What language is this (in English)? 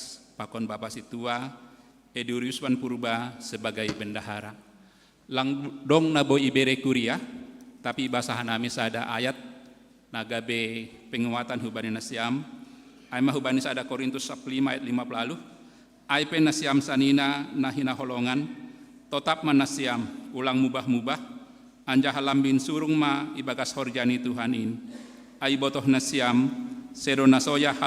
Batak Simalungun